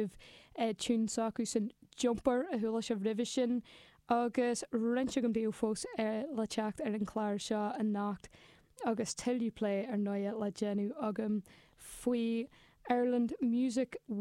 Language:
Irish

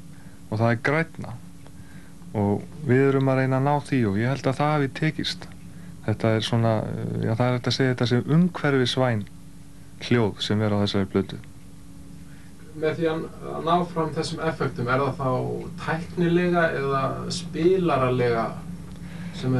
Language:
Icelandic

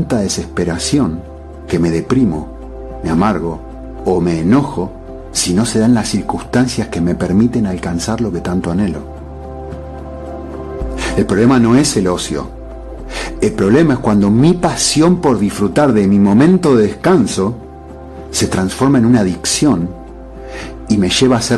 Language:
Spanish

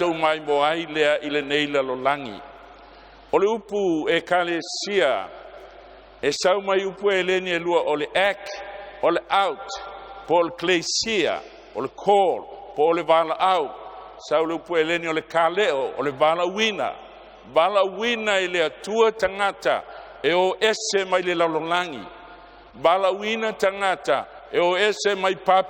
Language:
Samoan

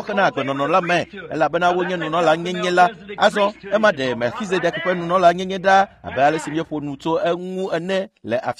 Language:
Ewe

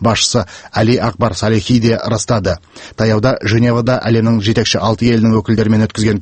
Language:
Kazakh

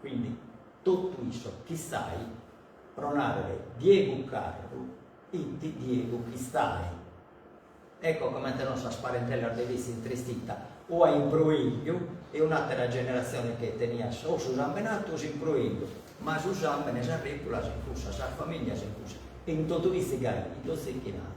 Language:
Sardinian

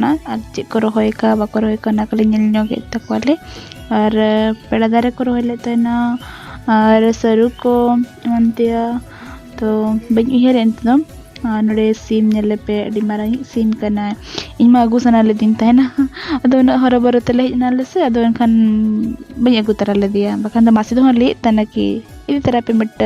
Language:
Santali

